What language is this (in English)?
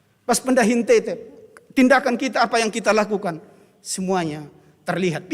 Batak Karo